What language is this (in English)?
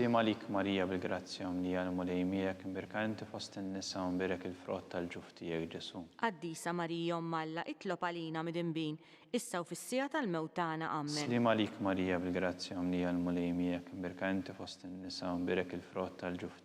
Maltese